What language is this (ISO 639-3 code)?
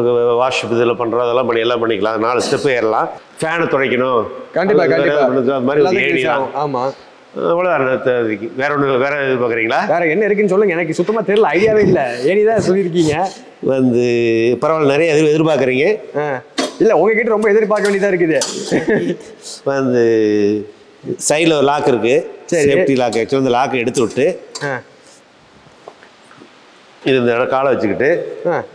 tam